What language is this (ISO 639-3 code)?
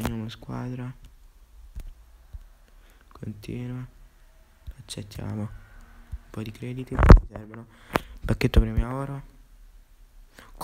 ita